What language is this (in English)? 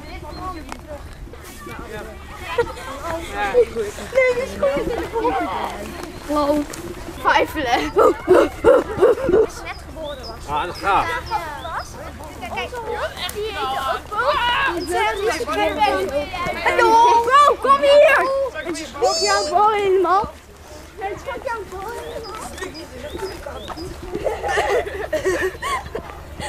Dutch